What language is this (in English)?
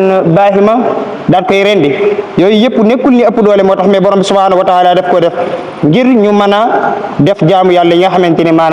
Wolof